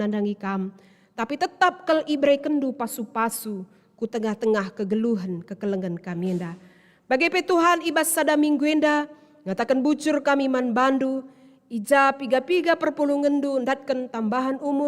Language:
Batak Karo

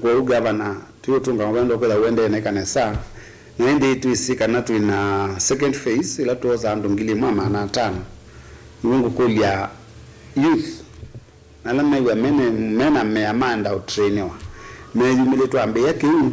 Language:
Kamba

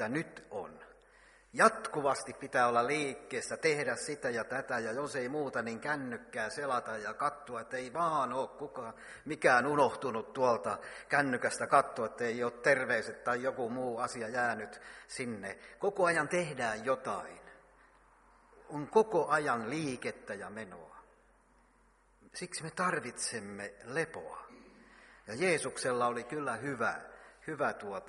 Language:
Finnish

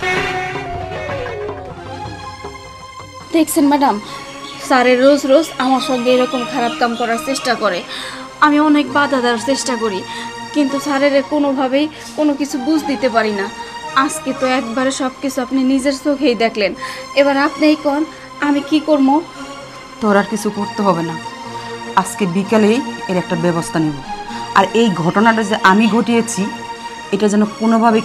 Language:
Bangla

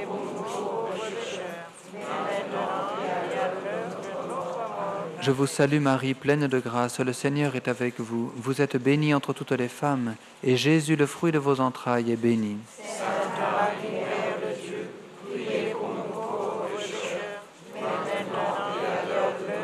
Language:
French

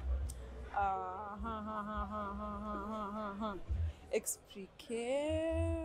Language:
Kinyarwanda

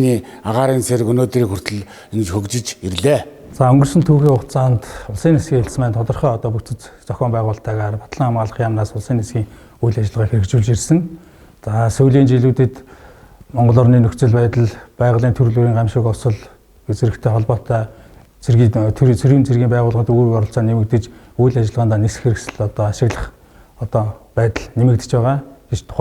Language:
Mongolian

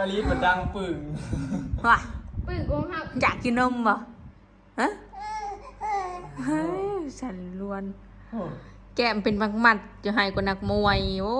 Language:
Northeastern Thai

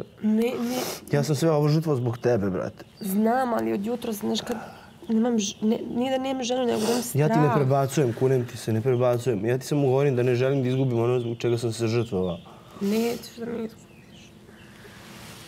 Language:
Serbian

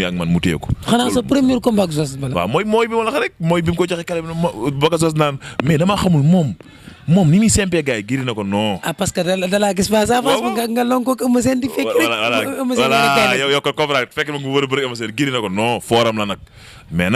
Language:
Wolof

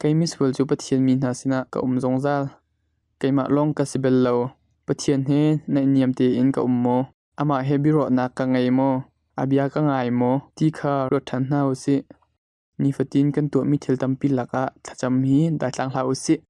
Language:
Hakha Chin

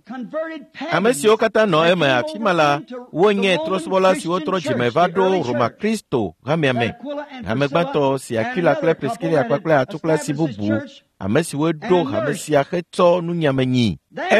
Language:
Ewe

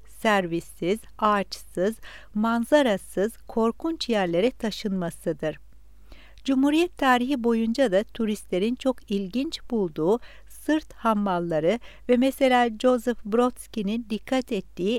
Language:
Turkish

